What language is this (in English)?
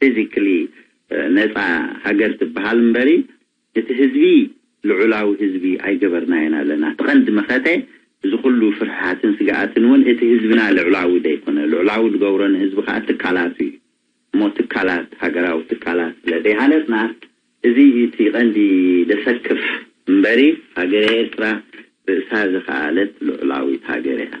Tigrinya